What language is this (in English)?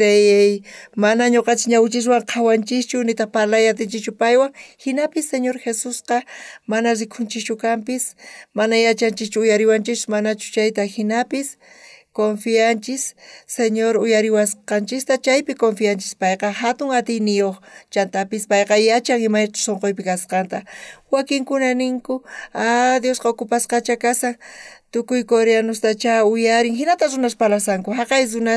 South Bolivian Quechua